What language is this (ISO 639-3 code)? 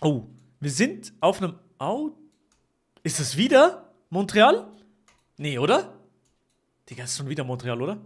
gsw